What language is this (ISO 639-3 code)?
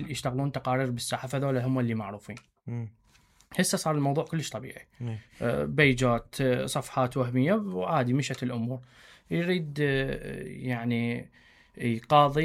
acm